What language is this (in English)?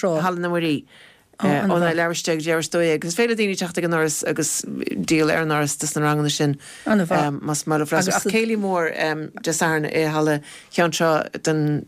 Irish